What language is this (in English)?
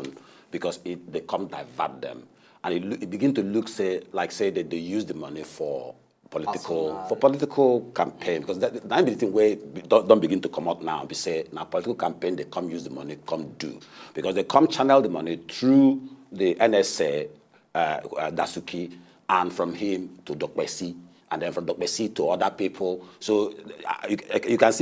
Nigerian Pidgin